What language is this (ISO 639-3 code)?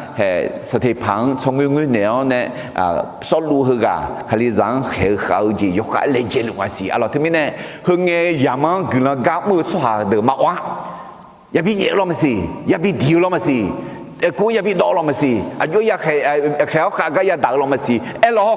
ahk